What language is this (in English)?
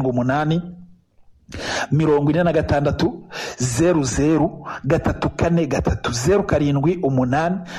Kinyarwanda